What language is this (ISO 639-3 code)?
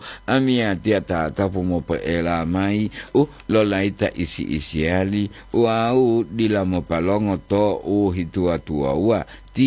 gor